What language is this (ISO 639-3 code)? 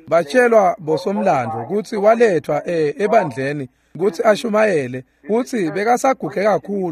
ssw